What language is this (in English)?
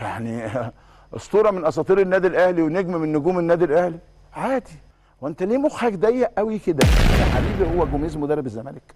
Egyptian Arabic